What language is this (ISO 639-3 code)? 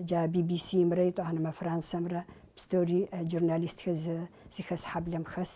kbd